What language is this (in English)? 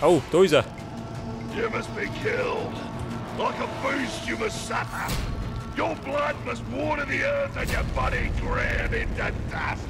Bavarian